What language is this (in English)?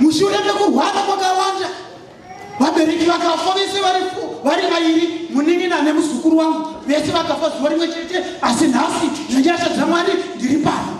Shona